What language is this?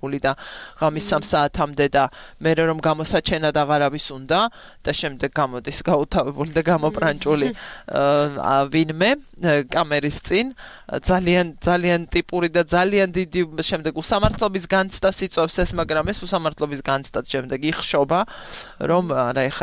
Georgian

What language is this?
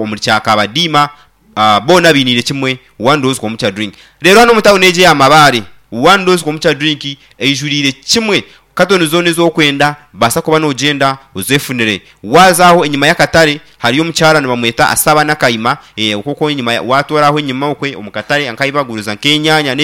Nyankole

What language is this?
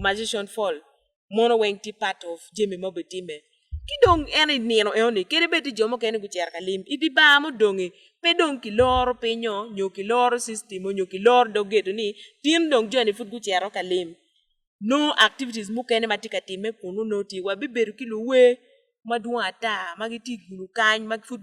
Acoli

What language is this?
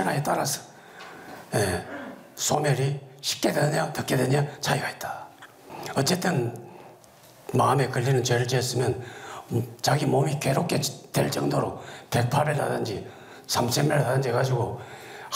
Korean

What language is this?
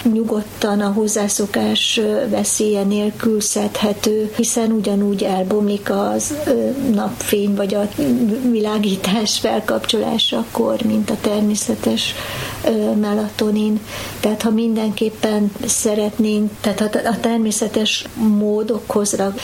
Hungarian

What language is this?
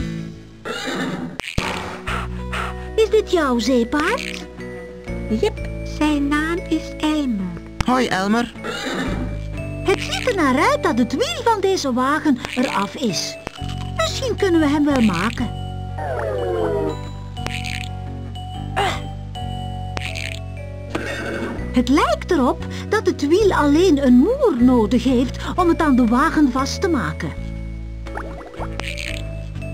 Dutch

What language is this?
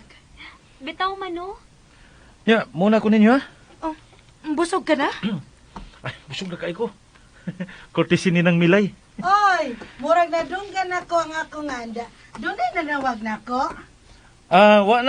Cebuano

